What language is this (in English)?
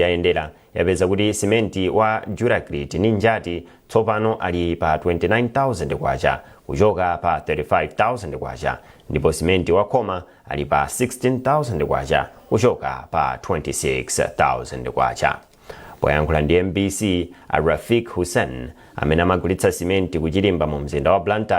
Nyanja